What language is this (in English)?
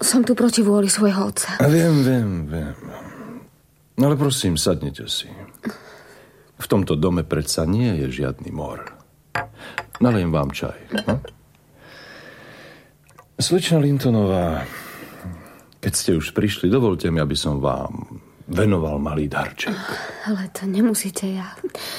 Slovak